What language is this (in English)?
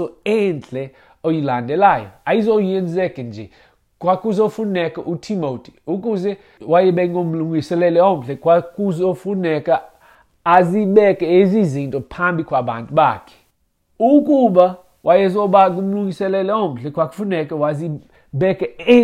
Xhosa